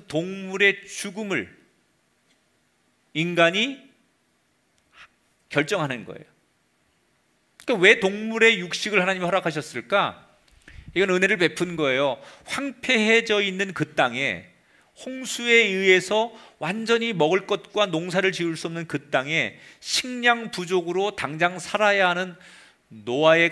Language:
Korean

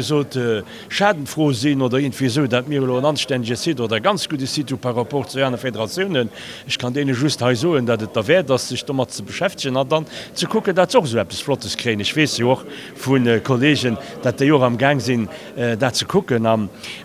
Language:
Luxembourgish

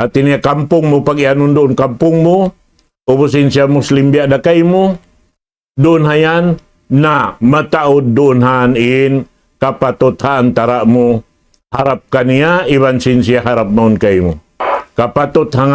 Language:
Tausug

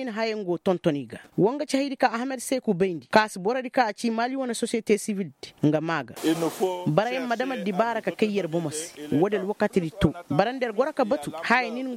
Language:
Koyraboro Senni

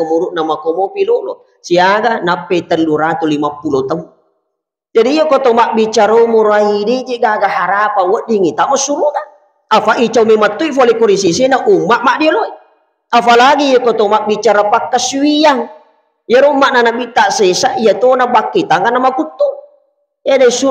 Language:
Buginese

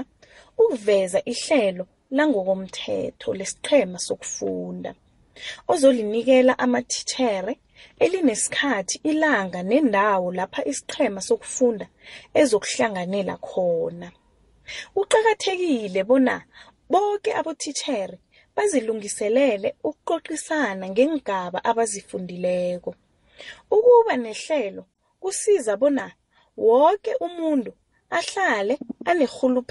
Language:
South Ndebele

